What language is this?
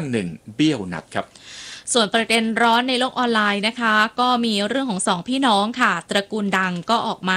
Thai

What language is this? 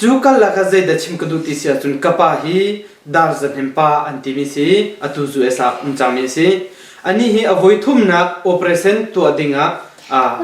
Hakha Chin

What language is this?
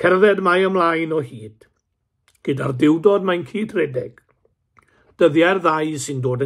Welsh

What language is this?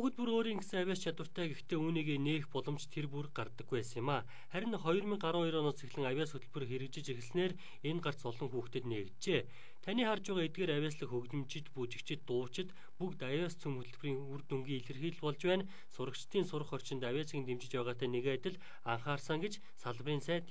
Mongolian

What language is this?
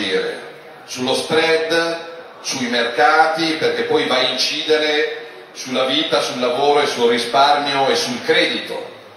Italian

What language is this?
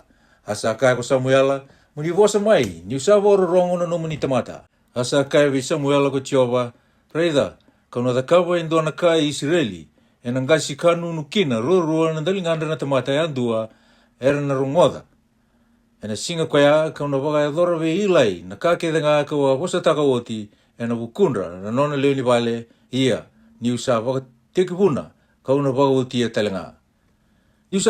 Fijian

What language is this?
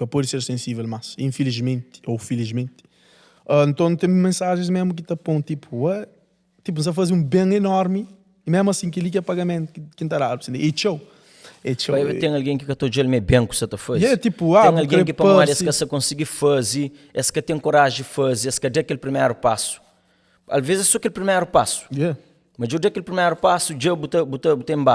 Kabuverdianu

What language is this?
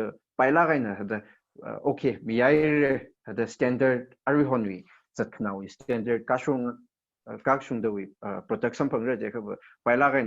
Tangkhul Naga (India)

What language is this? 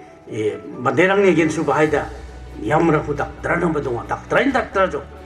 Garo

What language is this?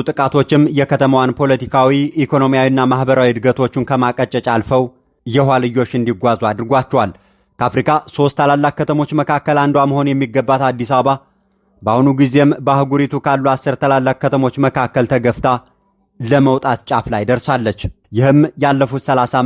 Amharic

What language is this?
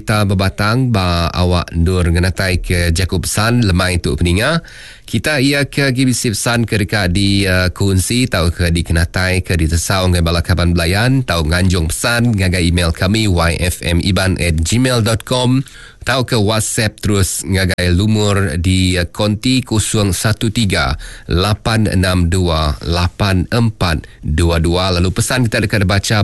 Iban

